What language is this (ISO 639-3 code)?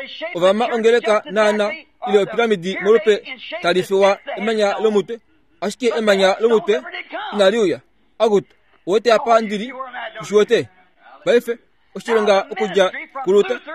kua